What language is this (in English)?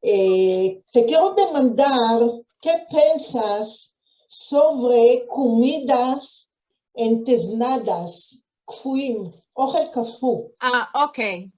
Ladino